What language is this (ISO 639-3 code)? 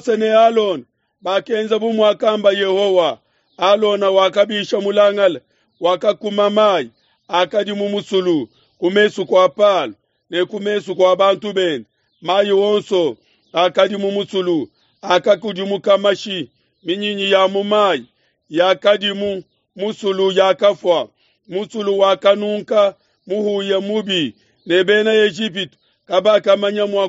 lua